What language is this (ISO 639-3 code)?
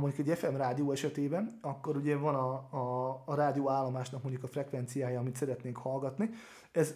hun